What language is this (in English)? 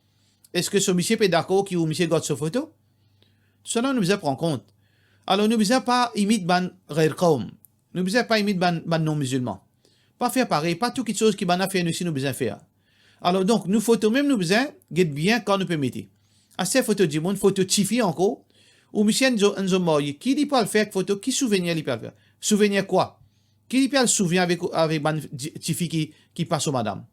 Morisyen